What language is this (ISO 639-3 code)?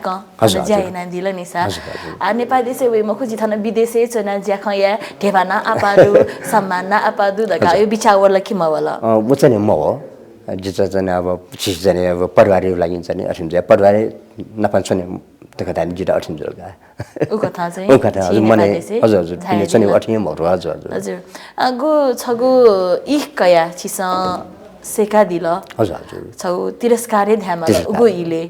new